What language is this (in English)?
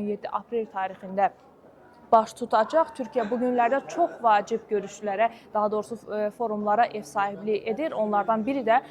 Azerbaijani